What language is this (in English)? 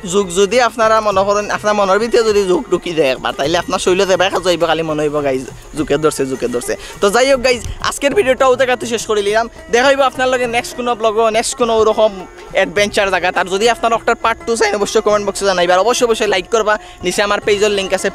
Sylheti